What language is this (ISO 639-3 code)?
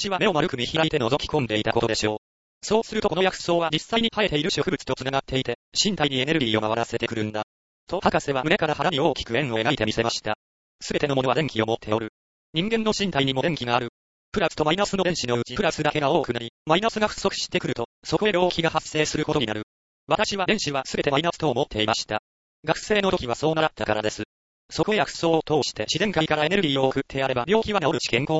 jpn